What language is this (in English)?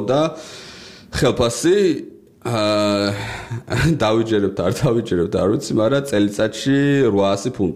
Georgian